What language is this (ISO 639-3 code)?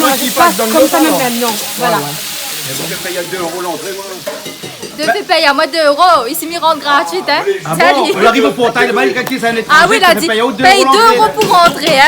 rcf